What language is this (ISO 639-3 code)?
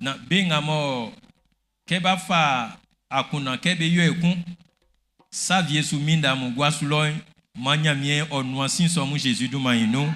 bci